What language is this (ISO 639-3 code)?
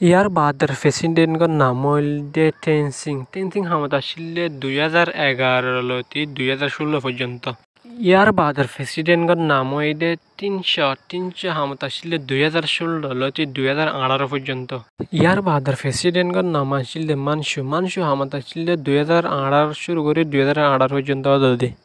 rhg